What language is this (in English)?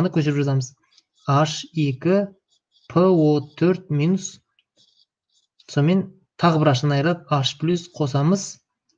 Kazakh